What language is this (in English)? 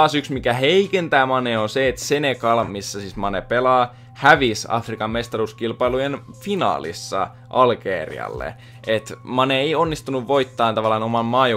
Finnish